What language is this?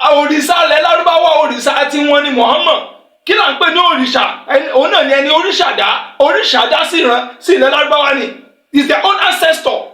Yoruba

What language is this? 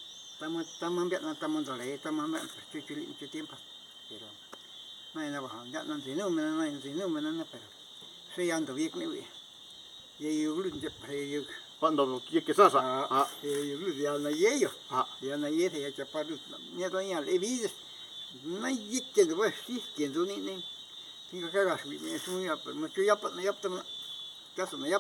Zapotec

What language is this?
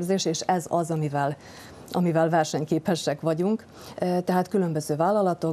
Hungarian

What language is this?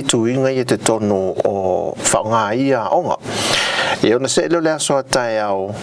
Samoan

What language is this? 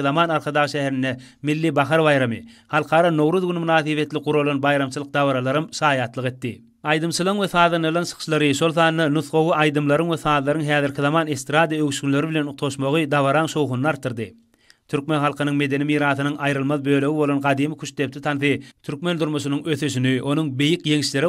Turkmen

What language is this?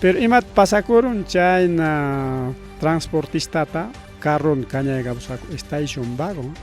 Ayacucho Quechua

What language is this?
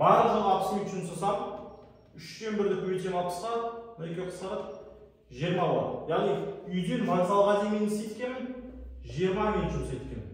Kazakh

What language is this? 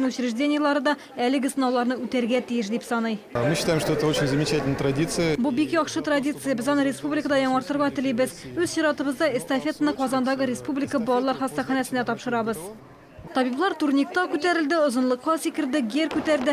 Tatar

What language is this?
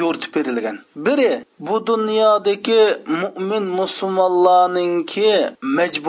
Uyghur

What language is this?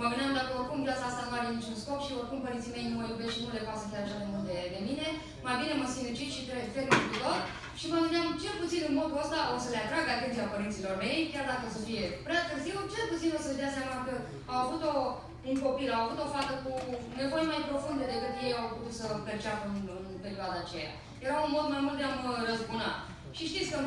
Romanian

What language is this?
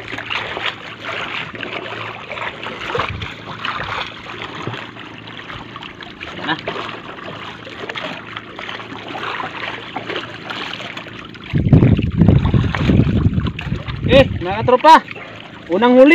Filipino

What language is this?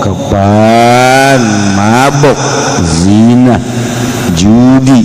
Sundanese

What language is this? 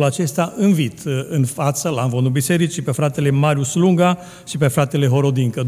Romanian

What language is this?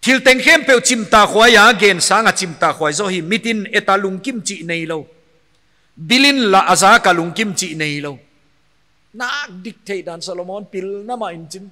Paite Chin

